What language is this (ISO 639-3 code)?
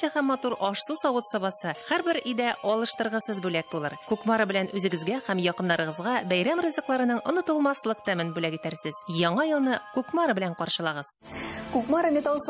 tat